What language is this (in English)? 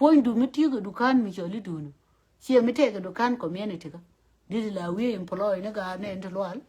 Nuer